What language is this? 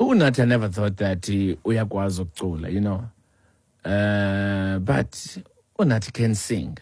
Xhosa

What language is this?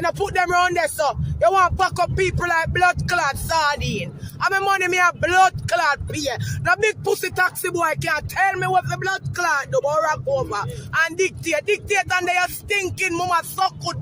Jamaican Creole English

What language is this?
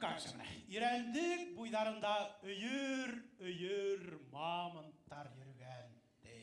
Bashkir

